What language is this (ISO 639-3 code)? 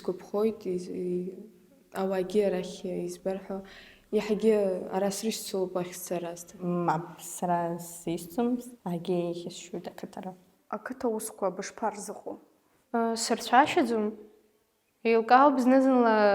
abk